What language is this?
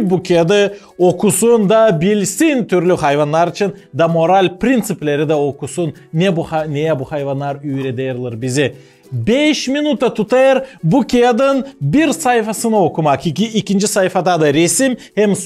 Gagauz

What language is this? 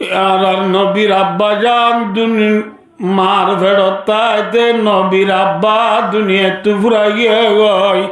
Rohingya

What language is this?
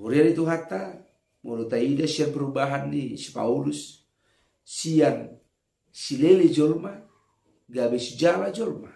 Batak Toba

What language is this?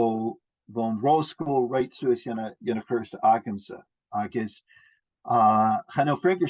Scottish Gaelic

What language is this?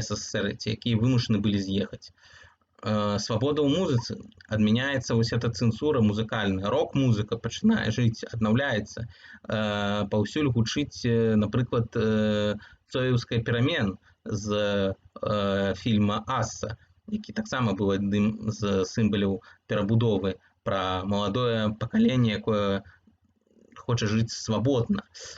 Belarusian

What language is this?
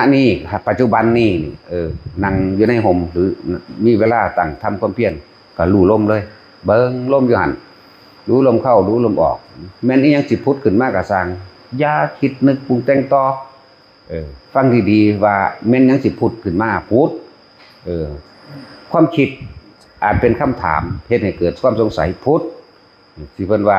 Northeastern Thai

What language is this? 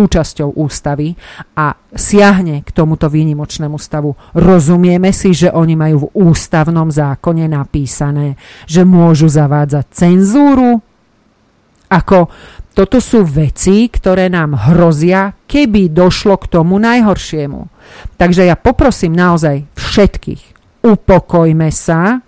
Slovak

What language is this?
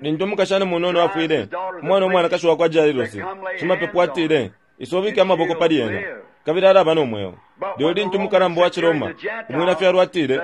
Bemba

